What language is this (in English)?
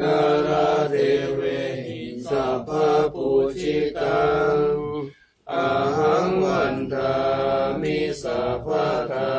Pali